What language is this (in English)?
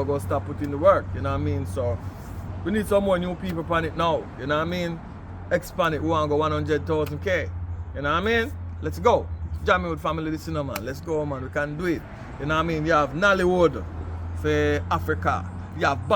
Jamaican Creole English